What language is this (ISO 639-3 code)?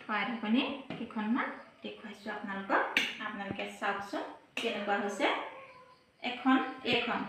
asm